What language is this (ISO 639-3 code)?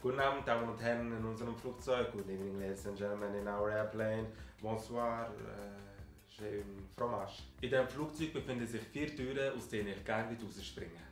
gsw